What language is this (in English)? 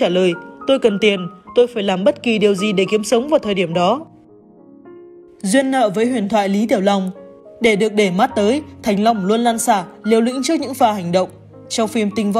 Vietnamese